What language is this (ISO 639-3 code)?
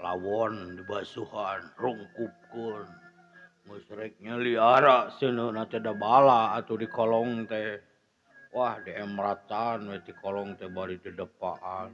sun